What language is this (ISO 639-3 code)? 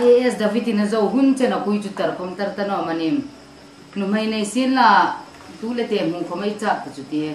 hmr